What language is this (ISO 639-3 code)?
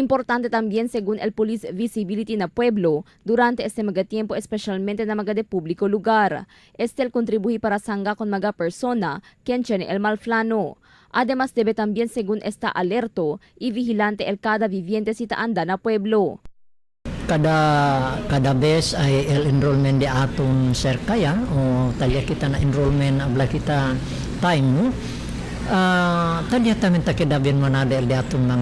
cbk